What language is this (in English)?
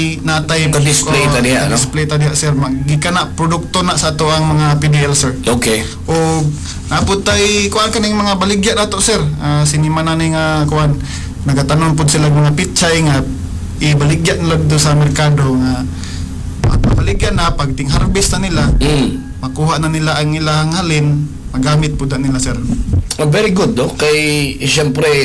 Cebuano